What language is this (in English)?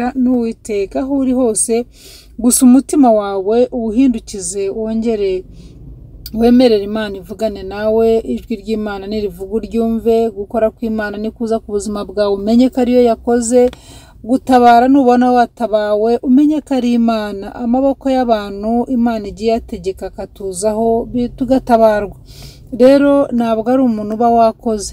Kinyarwanda